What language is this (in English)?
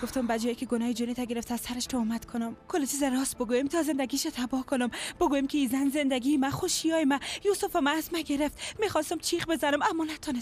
Persian